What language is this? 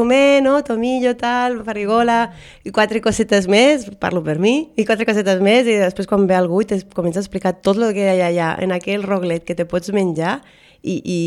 Catalan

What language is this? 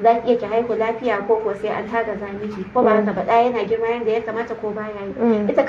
Hausa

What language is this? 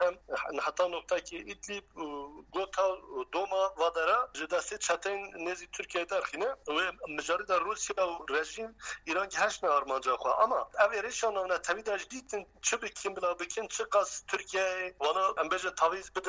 Kurdish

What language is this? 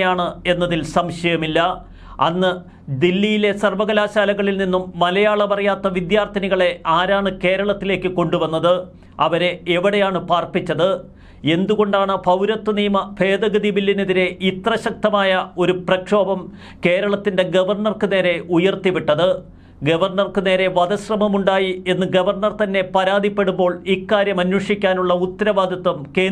Malayalam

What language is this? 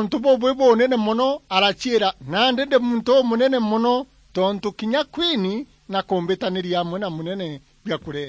Meru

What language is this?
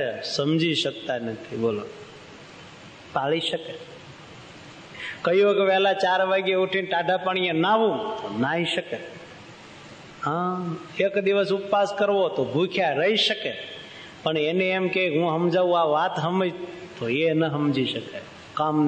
Gujarati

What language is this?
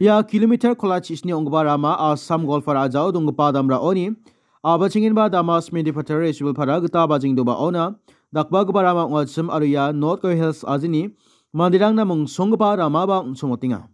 Garo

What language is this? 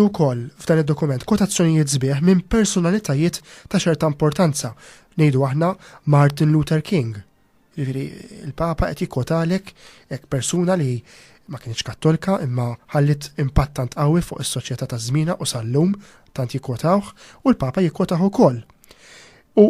Maltese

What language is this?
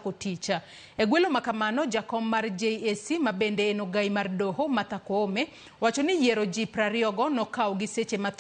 Luo (Kenya and Tanzania)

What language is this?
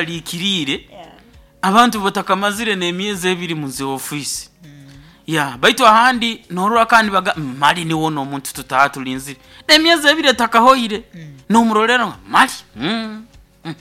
Nyoro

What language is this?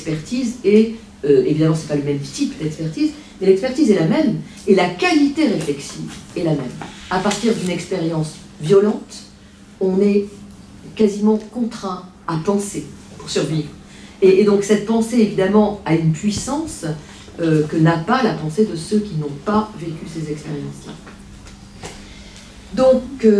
French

